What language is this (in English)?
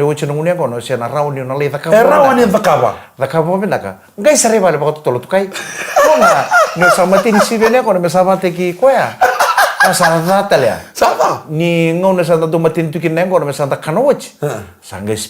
Fijian